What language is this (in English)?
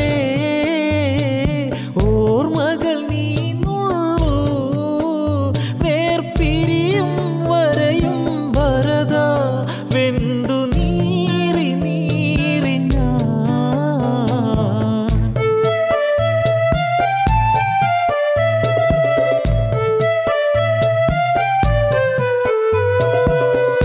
Malayalam